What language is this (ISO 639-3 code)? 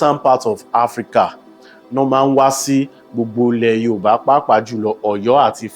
yor